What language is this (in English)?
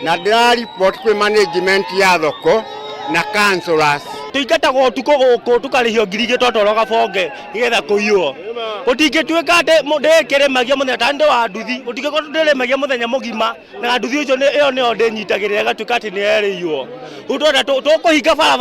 Kikuyu